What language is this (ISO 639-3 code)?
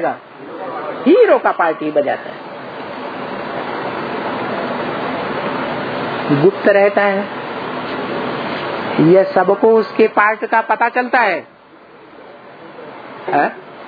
hin